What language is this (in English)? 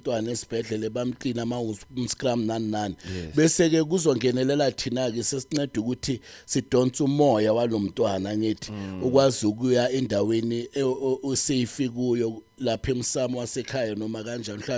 Zulu